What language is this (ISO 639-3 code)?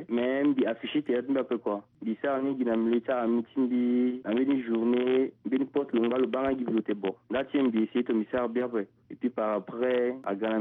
sag